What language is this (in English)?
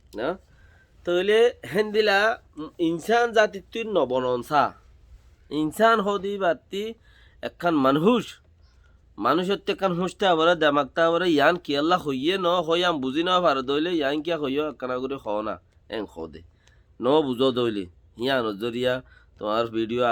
Rohingya